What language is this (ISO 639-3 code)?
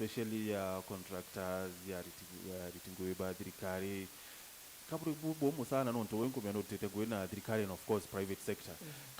mer